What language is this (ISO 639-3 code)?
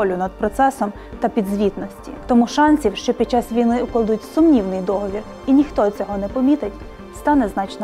ukr